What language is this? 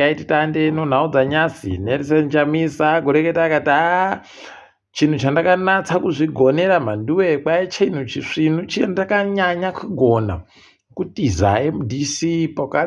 Ndau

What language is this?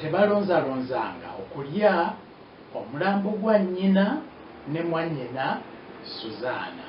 Ganda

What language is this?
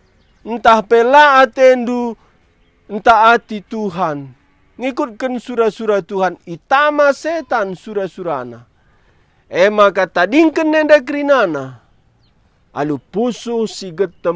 Batak Karo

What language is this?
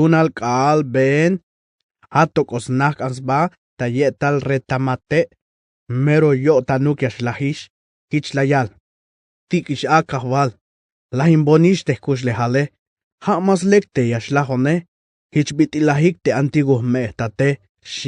Tzeltal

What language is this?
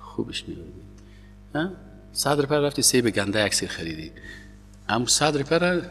Persian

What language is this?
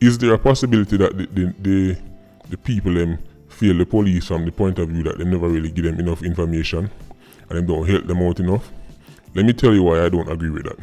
Jamaican Creole English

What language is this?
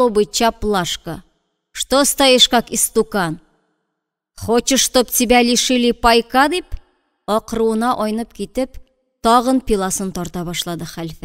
Tatar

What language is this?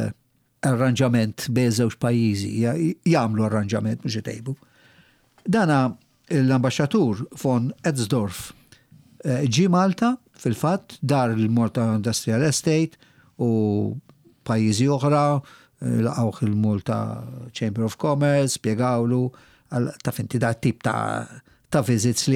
Maltese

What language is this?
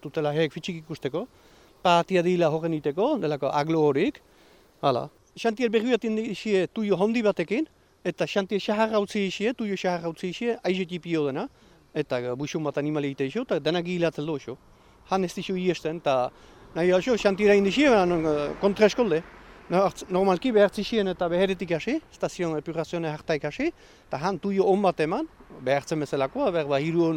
Basque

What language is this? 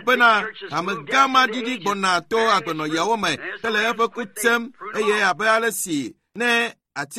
Ewe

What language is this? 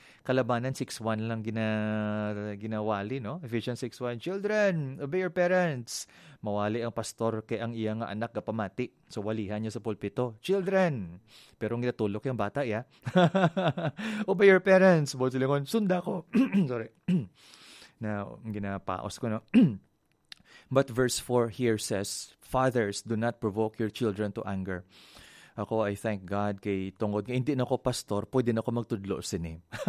Hiligaynon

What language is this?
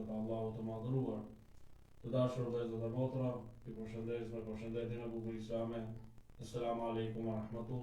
Albanian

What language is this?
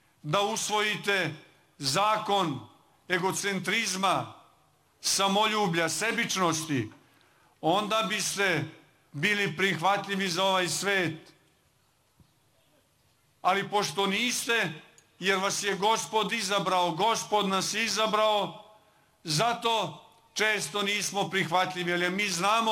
Serbian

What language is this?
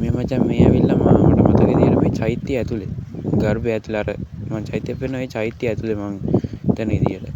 Sinhala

